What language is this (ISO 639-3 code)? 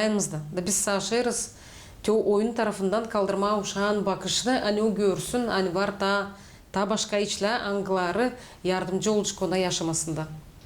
gag